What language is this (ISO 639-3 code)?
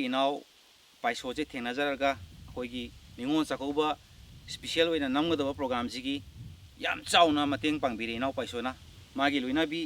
mni